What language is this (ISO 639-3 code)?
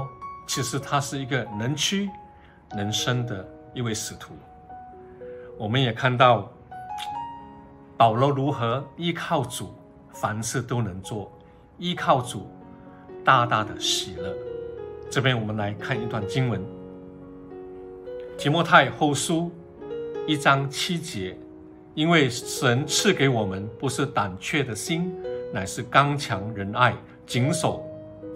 zho